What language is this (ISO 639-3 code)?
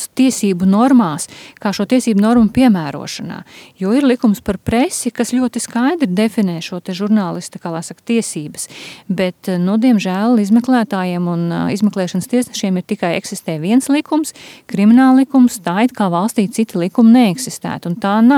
lav